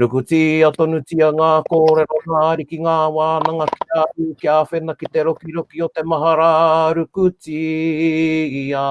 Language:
Māori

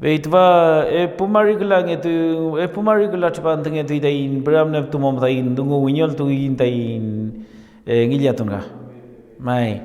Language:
Mapuche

